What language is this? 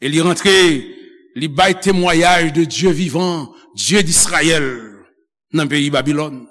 Haitian Creole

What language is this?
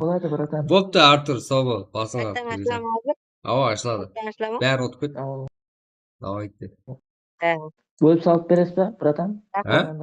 Kara-Kalpak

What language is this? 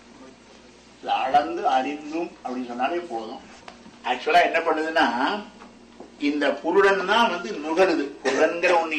Tamil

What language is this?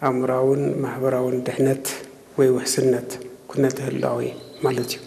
Tigrinya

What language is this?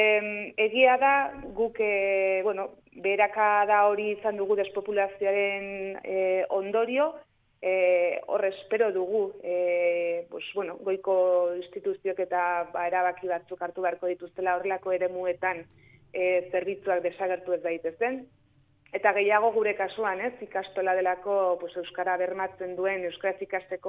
Basque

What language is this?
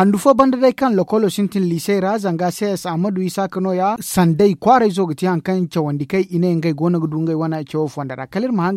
Zarma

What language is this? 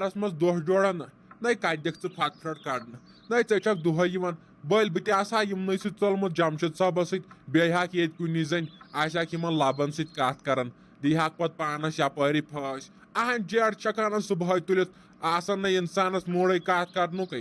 Kashmiri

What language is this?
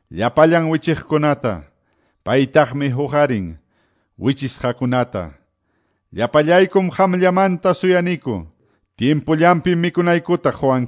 Quechua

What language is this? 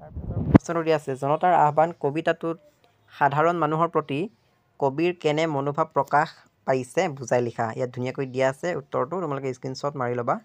Assamese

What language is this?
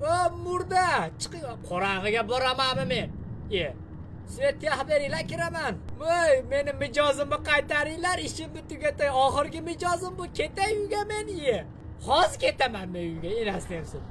Uzbek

